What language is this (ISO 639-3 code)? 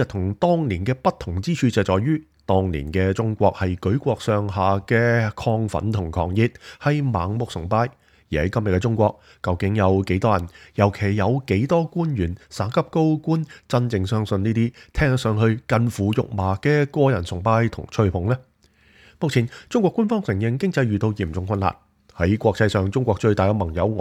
yue